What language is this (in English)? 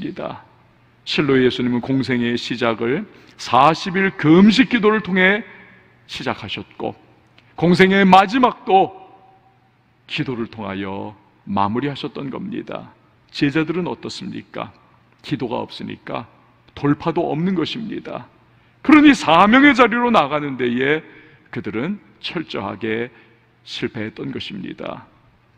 Korean